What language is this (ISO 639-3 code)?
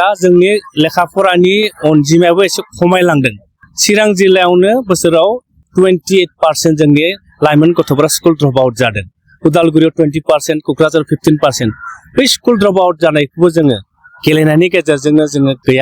brx